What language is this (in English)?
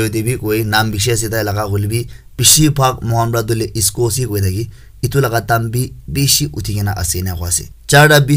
Naga Pidgin